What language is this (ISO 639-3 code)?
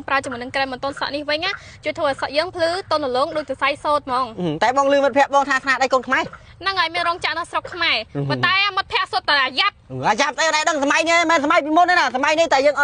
khm